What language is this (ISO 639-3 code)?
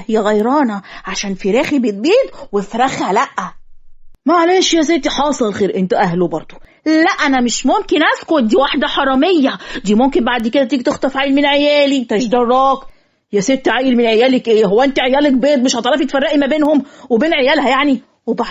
arz